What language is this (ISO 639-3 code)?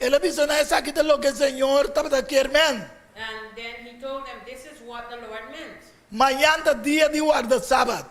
pap